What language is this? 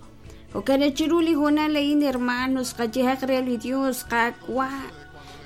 Kekchí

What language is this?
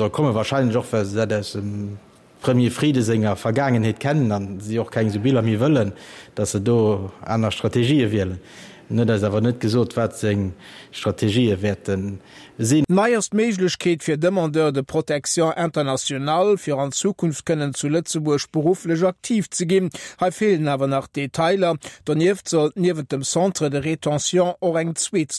Luxembourgish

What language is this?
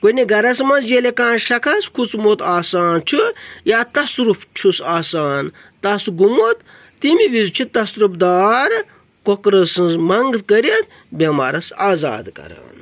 Kashmiri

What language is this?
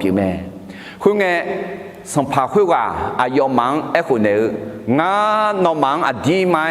Akha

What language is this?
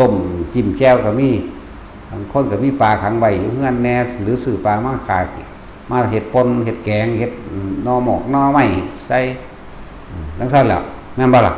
Northeastern Thai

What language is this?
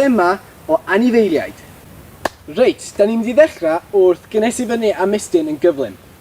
Welsh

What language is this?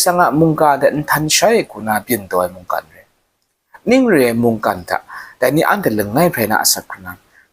Kachin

